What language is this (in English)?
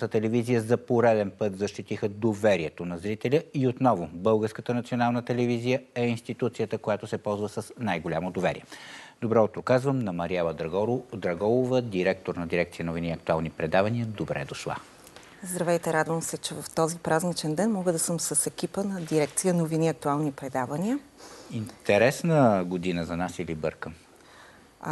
Bulgarian